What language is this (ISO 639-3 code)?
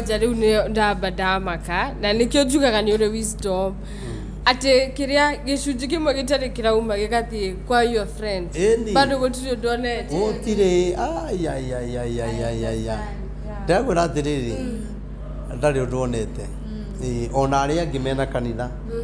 kik